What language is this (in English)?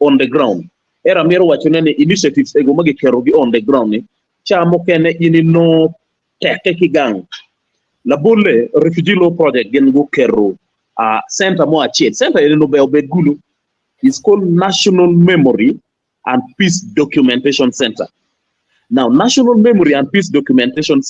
Acoli